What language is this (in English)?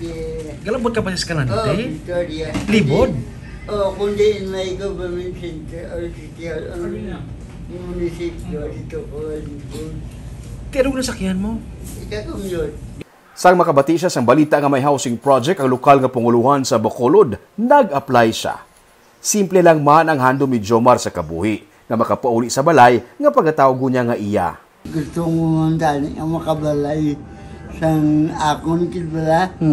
Hiligaynon